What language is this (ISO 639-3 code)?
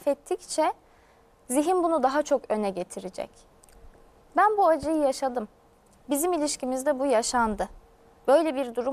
tur